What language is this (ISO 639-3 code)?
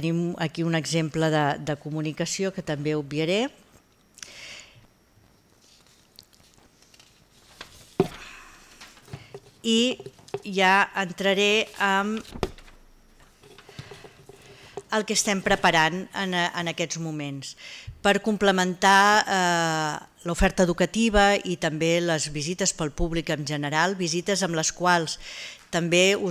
cat